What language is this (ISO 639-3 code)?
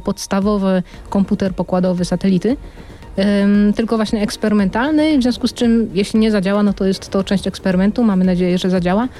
pol